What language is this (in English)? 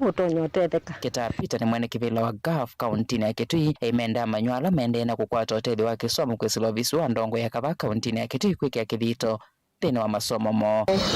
Kamba